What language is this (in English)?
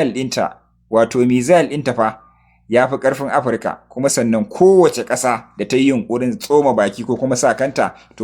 Hausa